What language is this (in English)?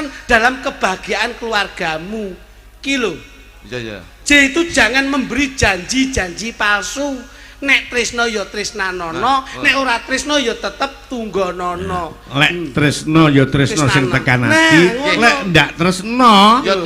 Javanese